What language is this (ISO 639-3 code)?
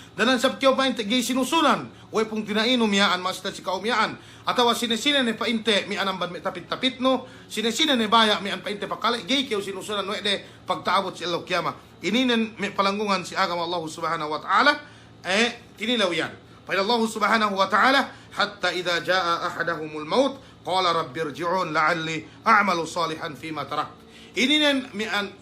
yka